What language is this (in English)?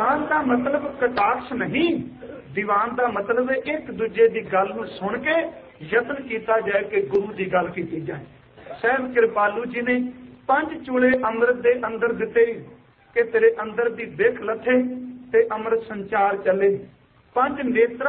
Punjabi